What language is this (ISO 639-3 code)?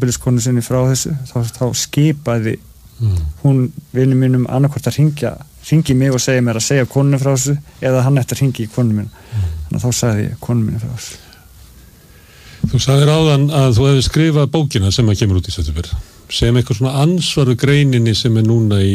isl